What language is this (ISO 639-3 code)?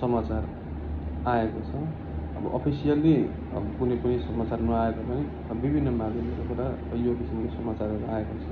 nep